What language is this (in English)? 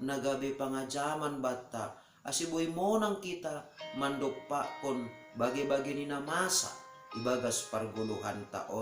Batak Simalungun